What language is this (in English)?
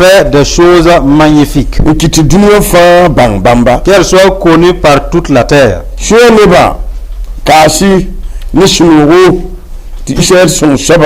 Mossi